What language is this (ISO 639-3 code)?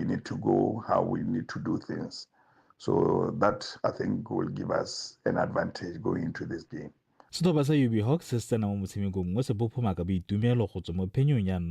tsn